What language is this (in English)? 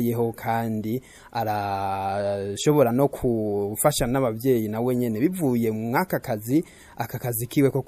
Rundi